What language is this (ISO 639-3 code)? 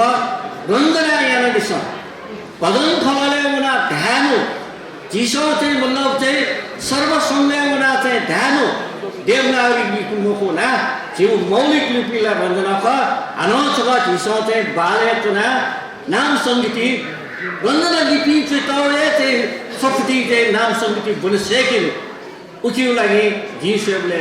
new